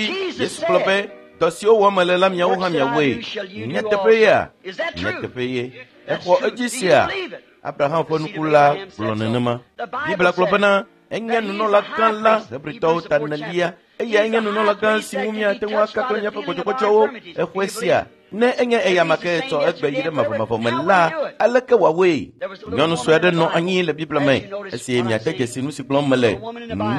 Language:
Ewe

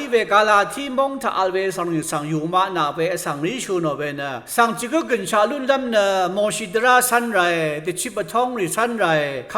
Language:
Rawang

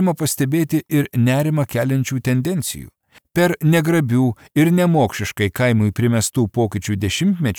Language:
Lithuanian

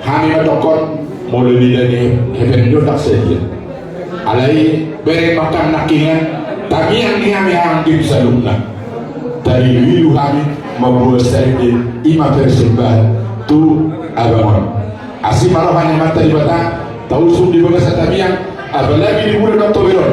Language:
Batak Toba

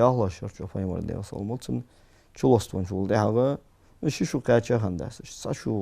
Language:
Ingush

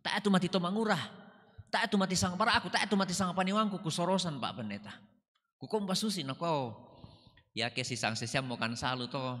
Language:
Toraja-Sa'dan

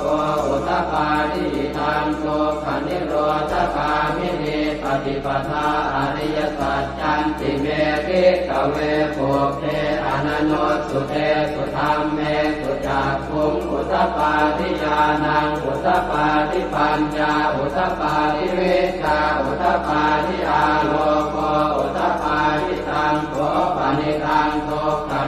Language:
Pali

